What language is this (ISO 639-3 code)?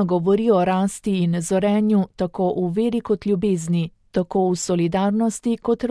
slv